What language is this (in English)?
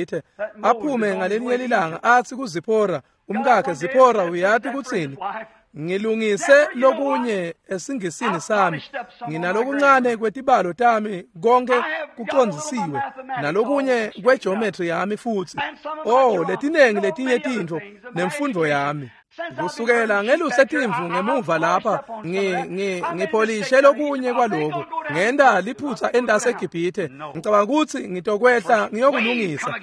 Swati